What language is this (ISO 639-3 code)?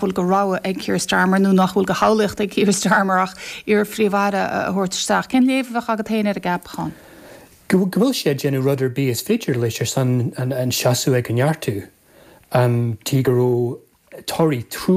gle